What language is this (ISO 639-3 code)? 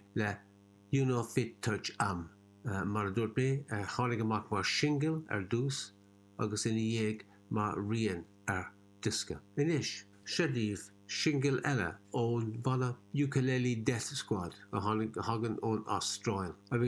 gle